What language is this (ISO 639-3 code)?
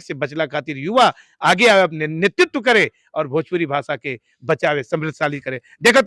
bho